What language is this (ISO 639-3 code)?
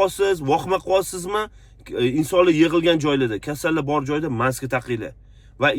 uzb